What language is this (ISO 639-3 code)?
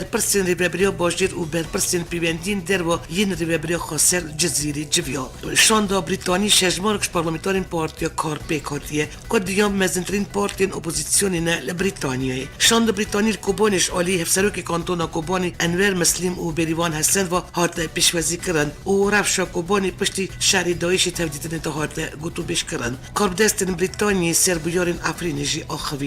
kur